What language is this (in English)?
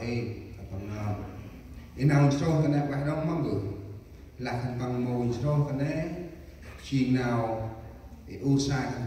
Central Mnong